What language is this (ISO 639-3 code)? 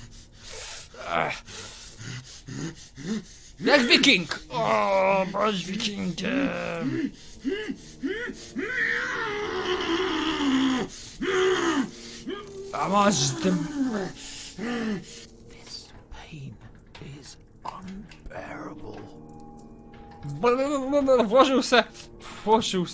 pol